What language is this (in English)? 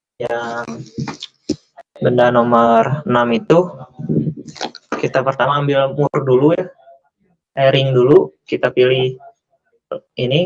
Indonesian